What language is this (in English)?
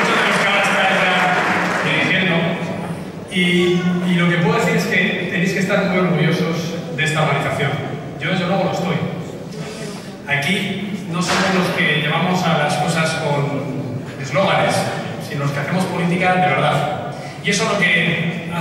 Spanish